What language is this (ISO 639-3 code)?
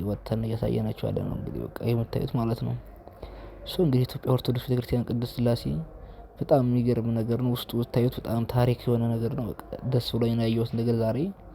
amh